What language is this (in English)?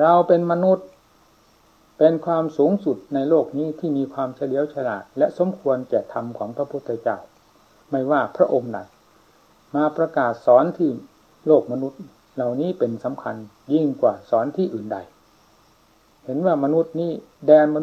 Thai